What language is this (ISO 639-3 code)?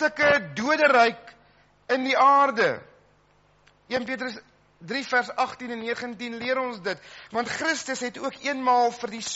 afr